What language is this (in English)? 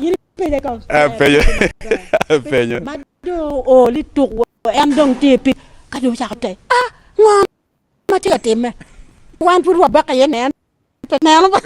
Acoli